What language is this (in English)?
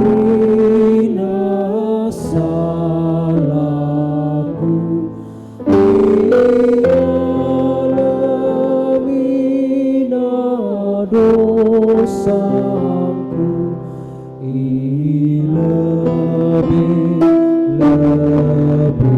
Batak Karo